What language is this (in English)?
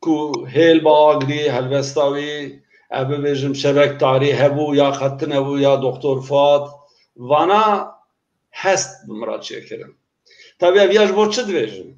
Kurdish